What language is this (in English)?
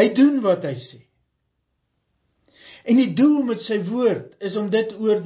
Afrikaans